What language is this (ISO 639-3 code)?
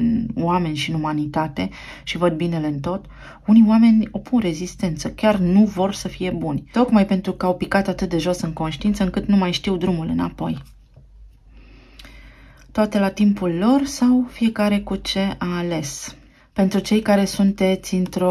ron